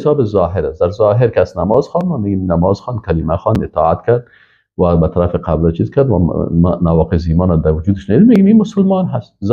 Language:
Persian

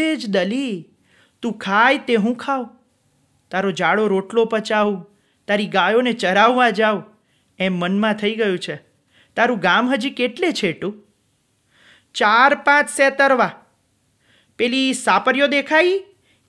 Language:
Gujarati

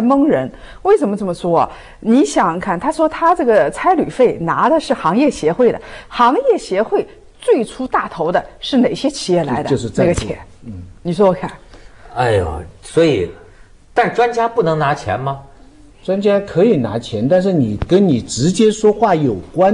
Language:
Chinese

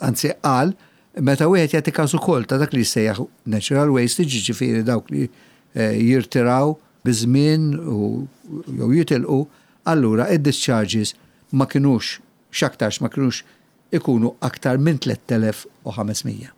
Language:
Maltese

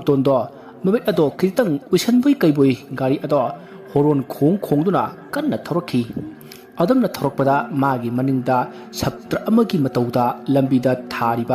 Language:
Manipuri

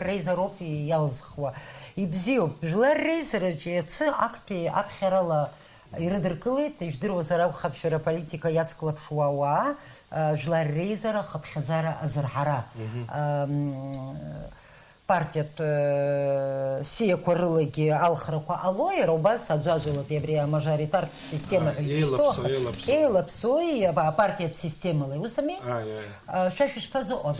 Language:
Abkhazian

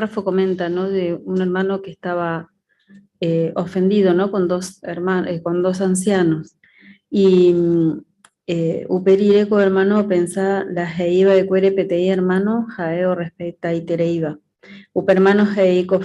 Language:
Guarani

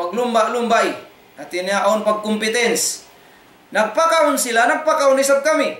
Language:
Tausug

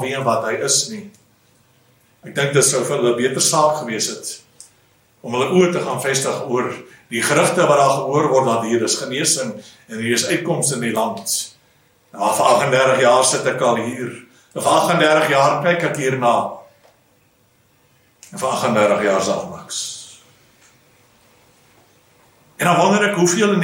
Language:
Afrikaans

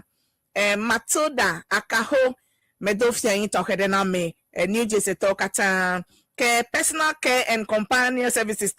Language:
Ewe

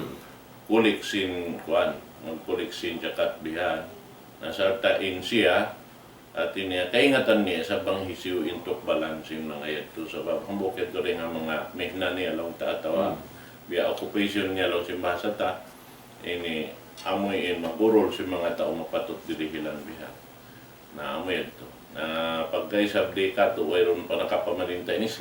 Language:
Tausug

